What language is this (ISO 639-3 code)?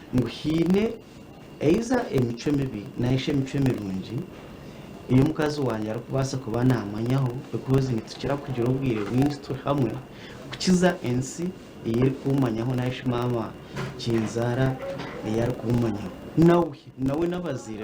nyn